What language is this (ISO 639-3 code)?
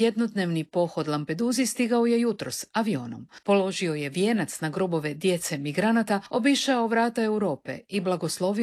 hrv